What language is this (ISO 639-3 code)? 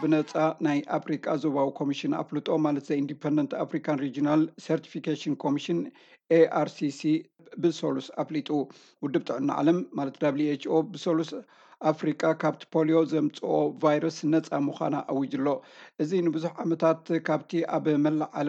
tir